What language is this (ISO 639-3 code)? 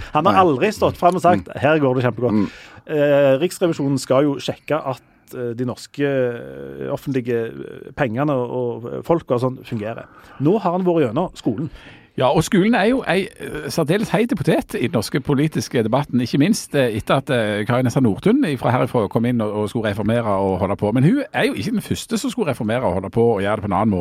nor